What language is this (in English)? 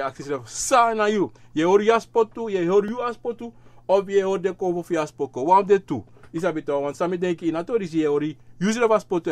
Sranan Tongo